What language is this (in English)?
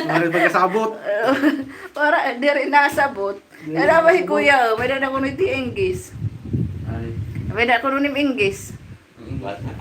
Waray